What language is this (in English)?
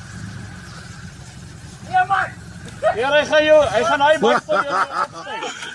Afrikaans